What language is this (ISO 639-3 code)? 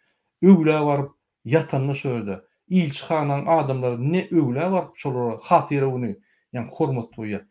tuk